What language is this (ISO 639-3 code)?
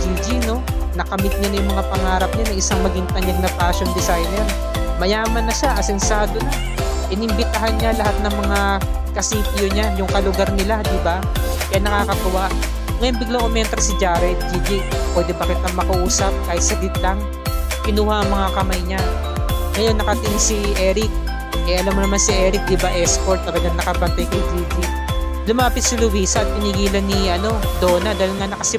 fil